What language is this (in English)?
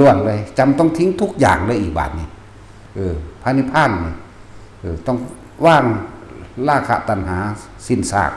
Northeastern Thai